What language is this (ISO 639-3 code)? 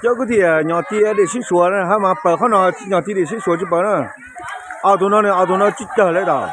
hmn